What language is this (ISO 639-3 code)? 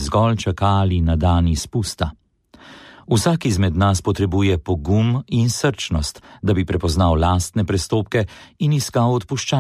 slv